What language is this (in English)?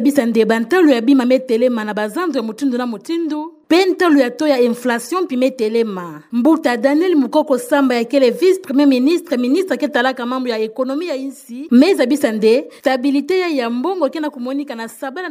Kituba (Democratic Republic of Congo)